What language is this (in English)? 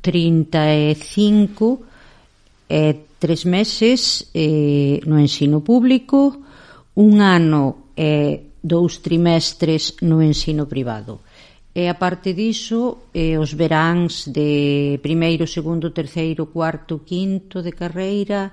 Galician